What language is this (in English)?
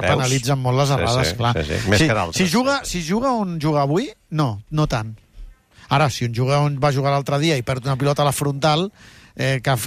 Catalan